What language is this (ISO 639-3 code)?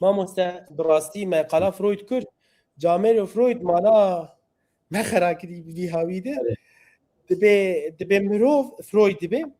kur